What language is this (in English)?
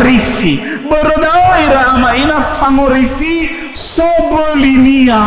Nias